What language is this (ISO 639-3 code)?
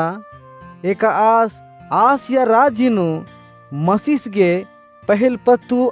kru